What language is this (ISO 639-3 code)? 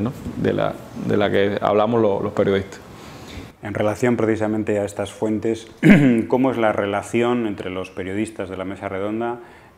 spa